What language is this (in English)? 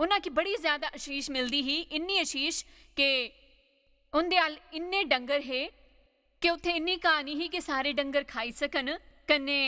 Dogri